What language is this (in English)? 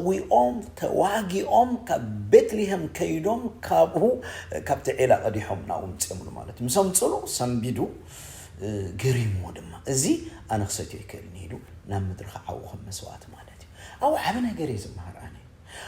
Tigrinya